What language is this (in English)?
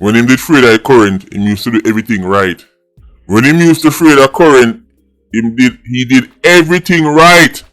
Jamaican Creole English